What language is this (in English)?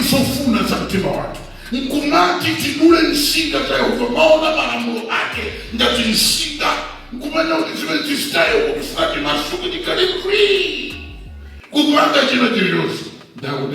Nyanja